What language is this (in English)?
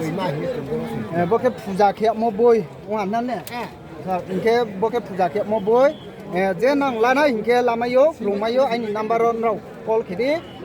Riang (India)